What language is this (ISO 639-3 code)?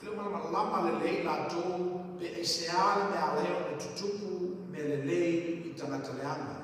smo